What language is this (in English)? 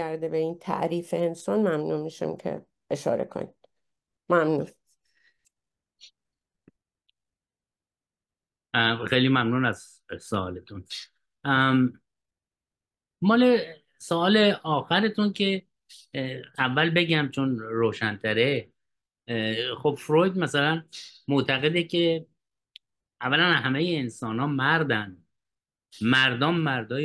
Persian